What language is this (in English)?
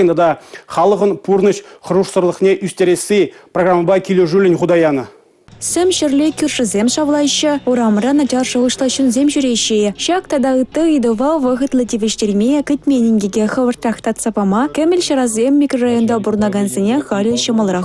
Chuvash